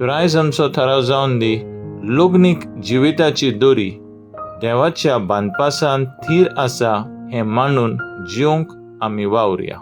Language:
Konkani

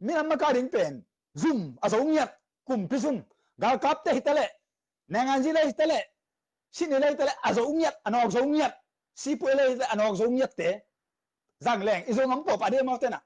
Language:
Tedim Chin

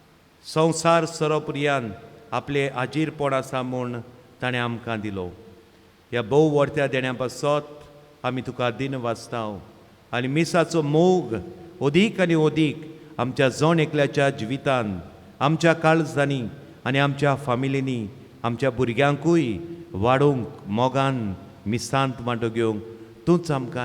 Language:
Konkani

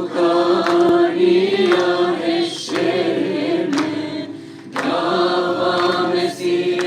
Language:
Kurdish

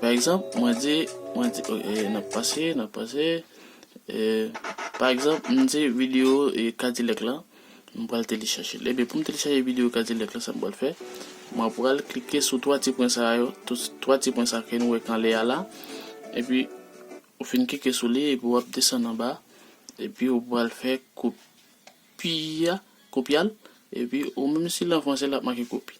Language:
Haitian Creole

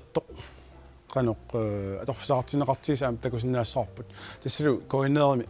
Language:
Kalaallisut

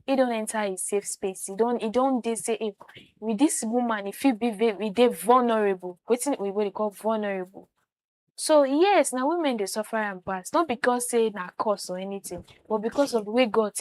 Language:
Nigerian Pidgin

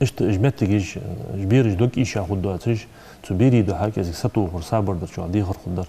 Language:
Ingush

